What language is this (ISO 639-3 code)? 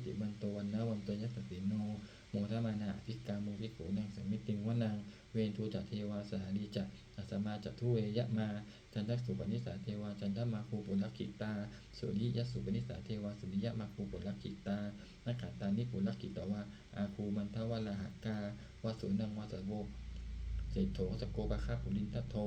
pli